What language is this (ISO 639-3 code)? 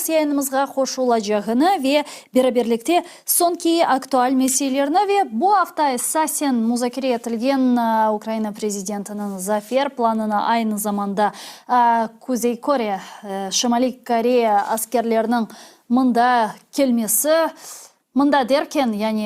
crh